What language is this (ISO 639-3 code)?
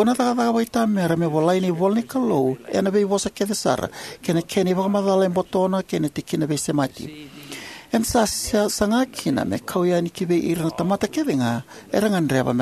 fij